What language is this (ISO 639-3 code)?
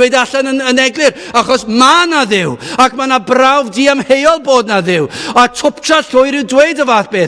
cym